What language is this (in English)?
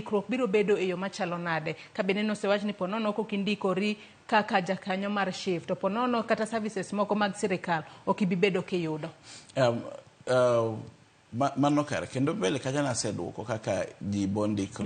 Luo (Kenya and Tanzania)